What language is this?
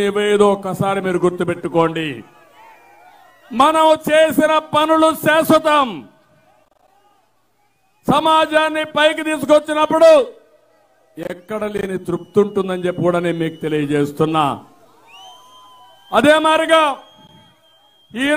Telugu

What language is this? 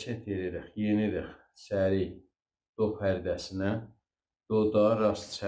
South Azerbaijani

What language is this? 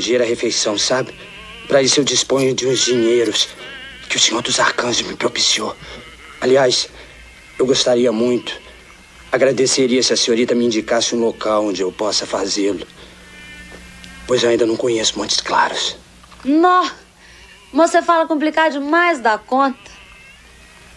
Portuguese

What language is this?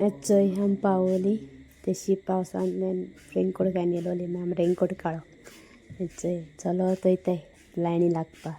Konkani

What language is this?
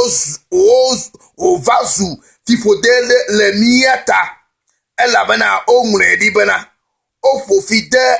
Ewe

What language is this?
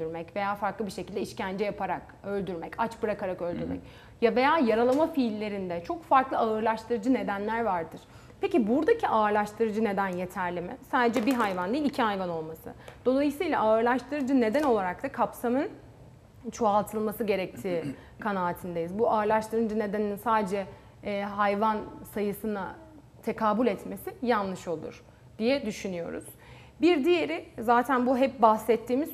Turkish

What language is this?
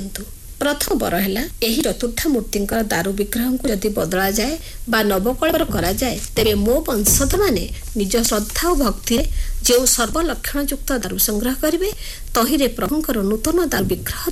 Odia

